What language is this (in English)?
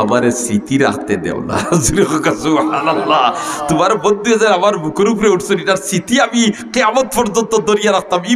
Sylheti